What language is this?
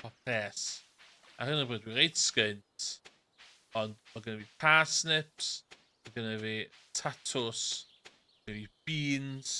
Welsh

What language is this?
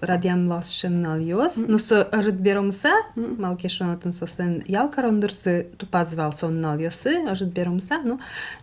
Udmurt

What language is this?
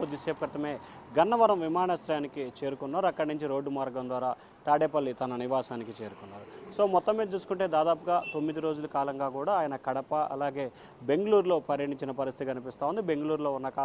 Telugu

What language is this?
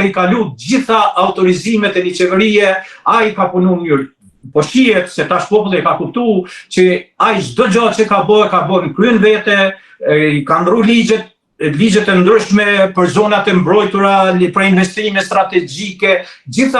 Albanian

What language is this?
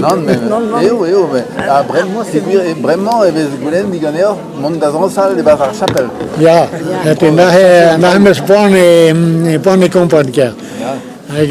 Breton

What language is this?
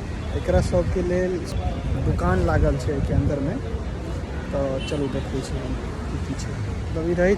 Maithili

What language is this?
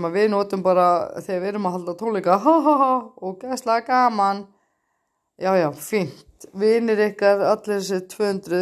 Icelandic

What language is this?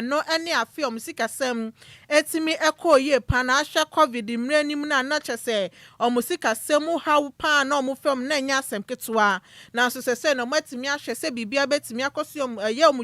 Akan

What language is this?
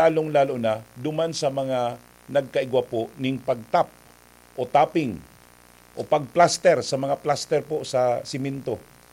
Bikol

